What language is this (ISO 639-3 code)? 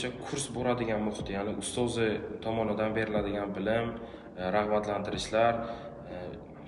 uzb